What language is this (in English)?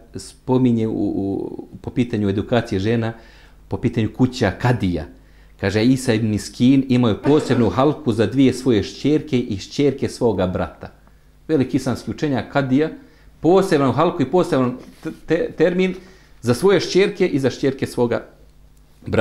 Bosnian